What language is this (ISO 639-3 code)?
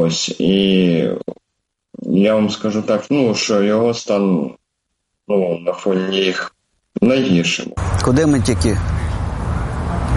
ukr